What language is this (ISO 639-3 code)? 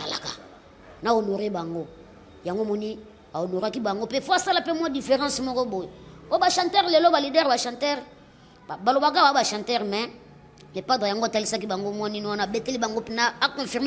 lin